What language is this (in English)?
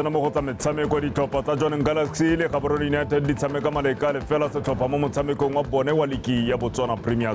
Tswana